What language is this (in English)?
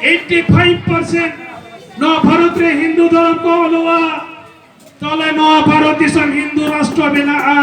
Santali